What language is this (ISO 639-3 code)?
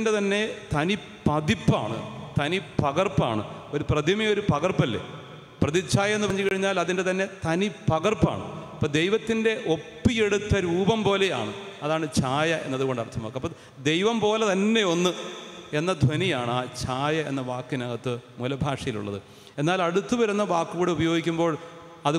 mal